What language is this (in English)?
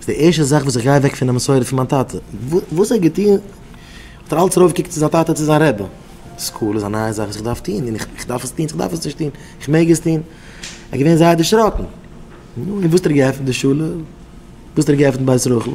Yiddish